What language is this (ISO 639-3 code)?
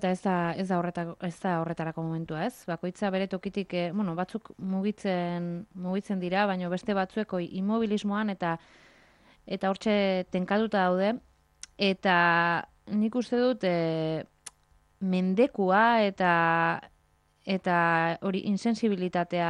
eus